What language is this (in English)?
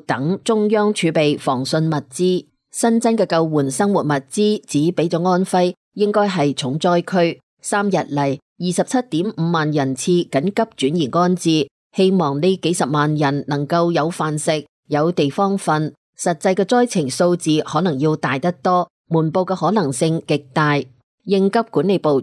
Cantonese